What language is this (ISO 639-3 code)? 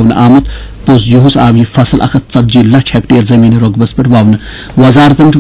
kas